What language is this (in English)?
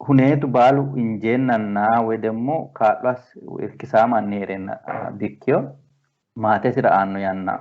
Sidamo